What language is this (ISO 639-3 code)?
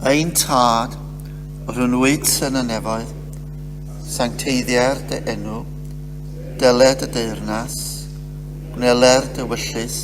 cym